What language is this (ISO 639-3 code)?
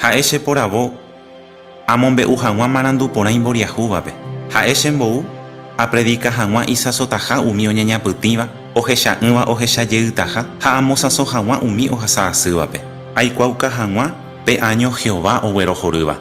grn